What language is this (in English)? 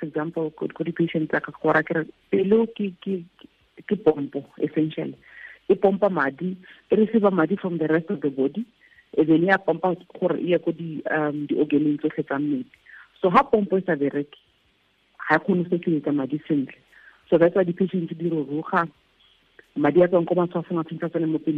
Tswana